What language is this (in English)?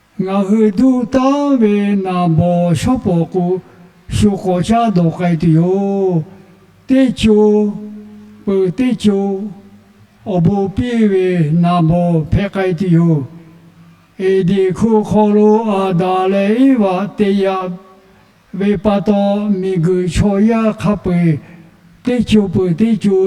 Lahu